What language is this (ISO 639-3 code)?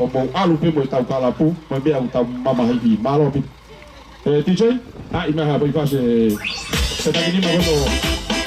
ton